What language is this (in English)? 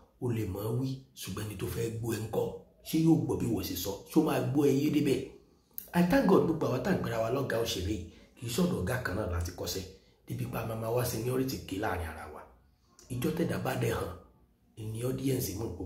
Yoruba